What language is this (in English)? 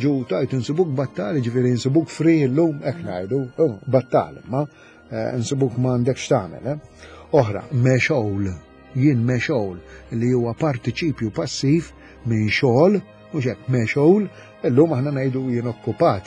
Maltese